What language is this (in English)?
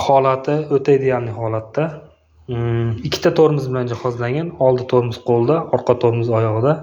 Uzbek